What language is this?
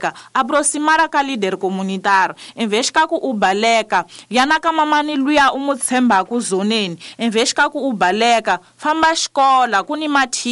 Tsonga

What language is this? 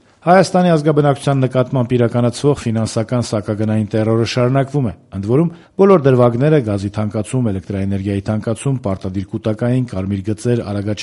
Armenian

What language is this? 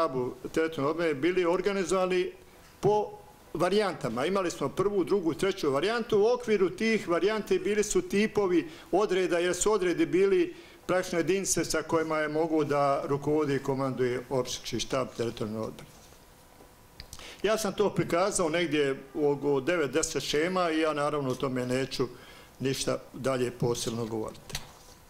Bosnian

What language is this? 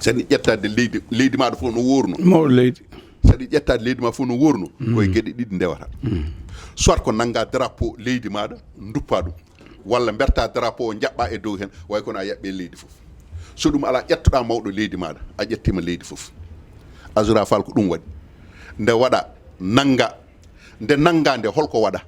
Fula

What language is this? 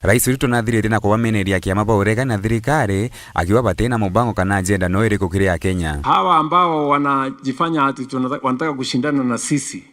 Meru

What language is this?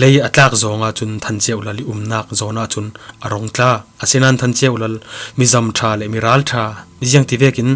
Falam Chin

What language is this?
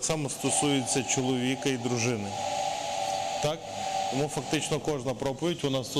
Ukrainian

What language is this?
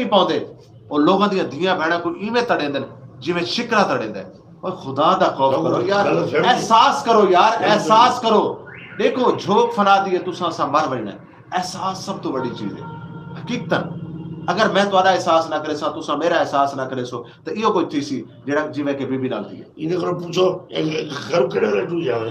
Saraiki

